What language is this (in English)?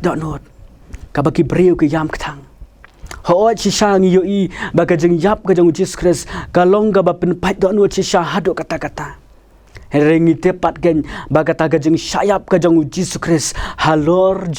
Khasi